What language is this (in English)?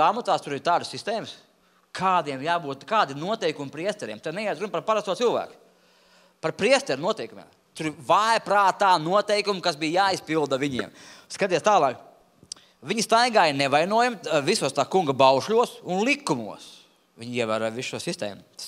Latvian